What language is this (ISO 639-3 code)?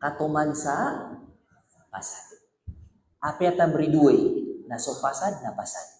mrw